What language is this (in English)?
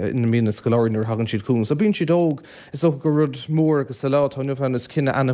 Irish